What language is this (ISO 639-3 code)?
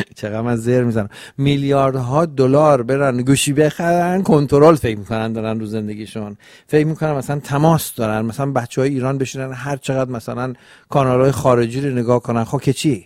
fas